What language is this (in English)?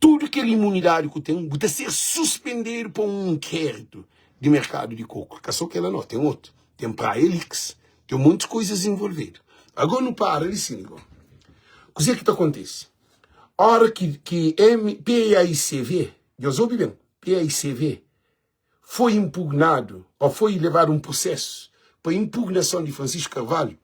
Kabuverdianu